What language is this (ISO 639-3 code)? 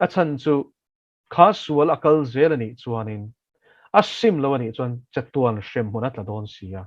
lus